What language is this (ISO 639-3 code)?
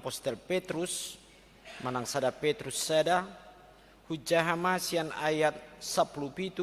bbc